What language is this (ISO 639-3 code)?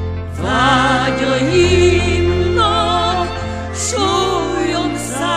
hun